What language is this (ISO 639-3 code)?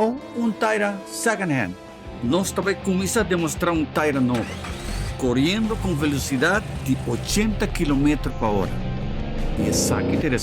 pap